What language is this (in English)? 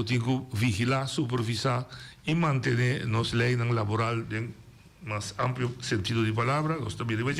Papiamento